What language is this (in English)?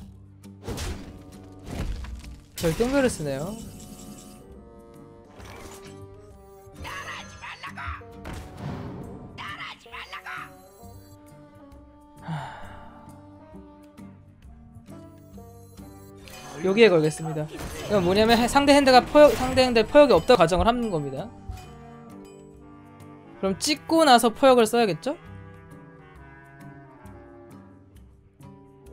Korean